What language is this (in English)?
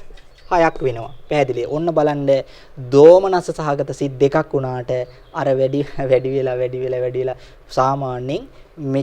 Sinhala